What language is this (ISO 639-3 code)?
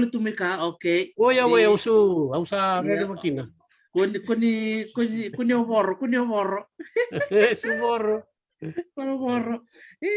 fij